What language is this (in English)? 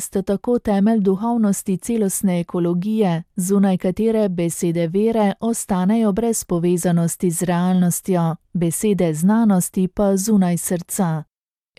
Slovenian